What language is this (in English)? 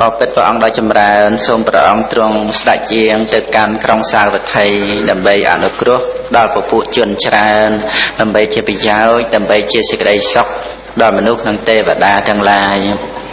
Khmer